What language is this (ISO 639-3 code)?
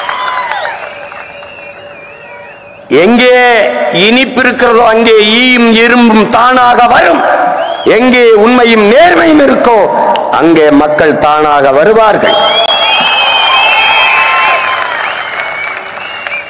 tam